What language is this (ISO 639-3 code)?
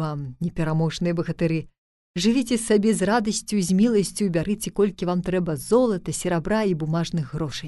bel